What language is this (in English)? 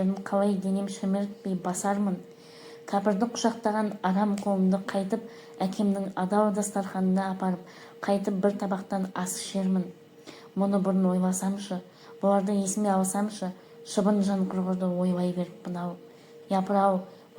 Kazakh